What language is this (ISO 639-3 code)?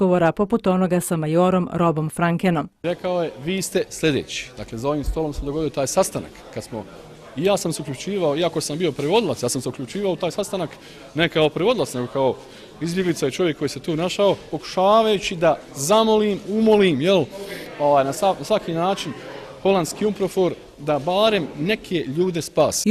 bos